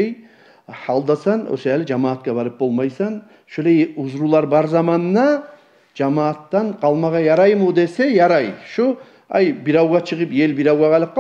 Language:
Kumyk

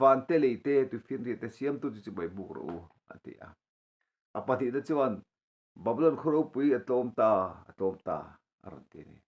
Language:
Mizo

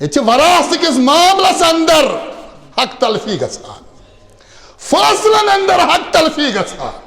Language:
Kashmiri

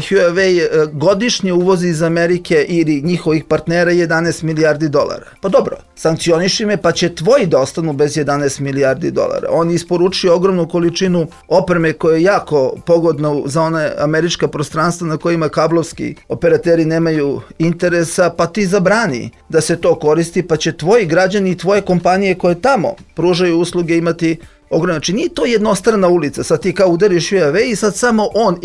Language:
Serbian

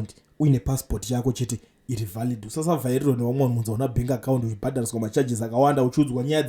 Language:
Shona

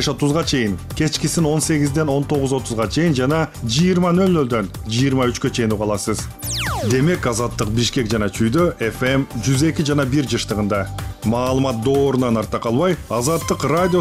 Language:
Kyrgyz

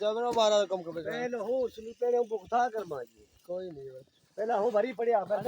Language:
Saraiki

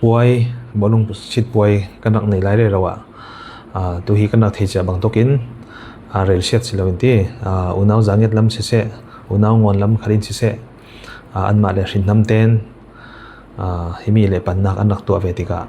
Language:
Falam Chin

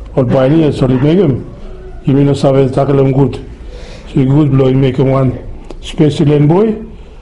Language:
Bislama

